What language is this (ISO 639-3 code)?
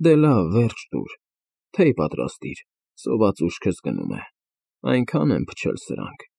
hye